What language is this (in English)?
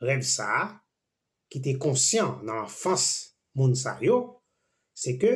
Haitian Creole